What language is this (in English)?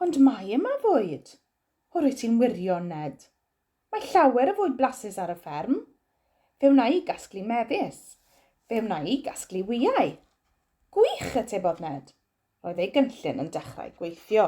Welsh